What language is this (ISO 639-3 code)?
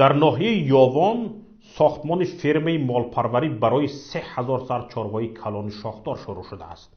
tgk